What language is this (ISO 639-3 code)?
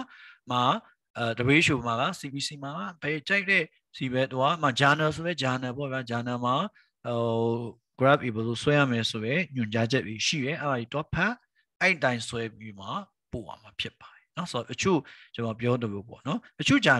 mya